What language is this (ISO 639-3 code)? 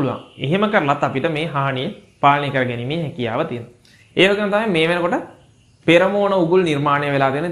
sin